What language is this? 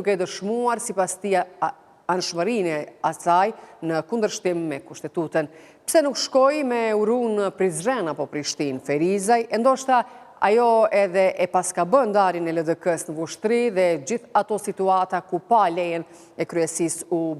Albanian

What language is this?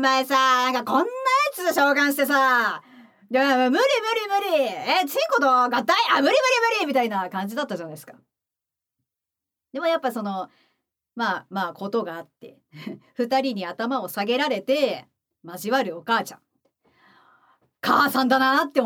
Japanese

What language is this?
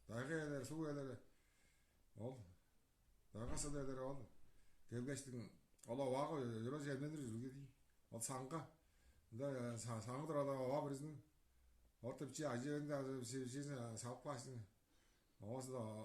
Tuvinian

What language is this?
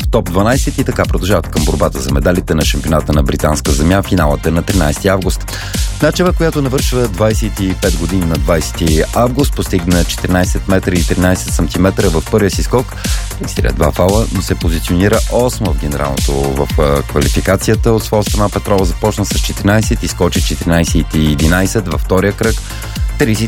Bulgarian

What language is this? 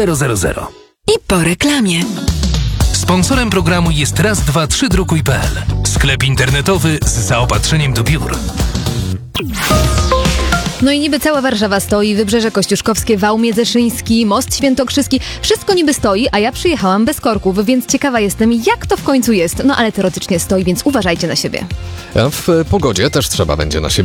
Polish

